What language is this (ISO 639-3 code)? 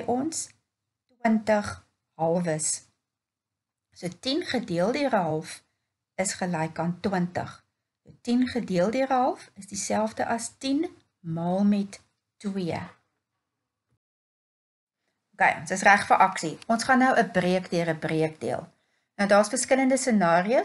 afr